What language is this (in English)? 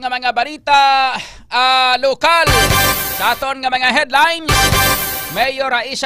Hiligaynon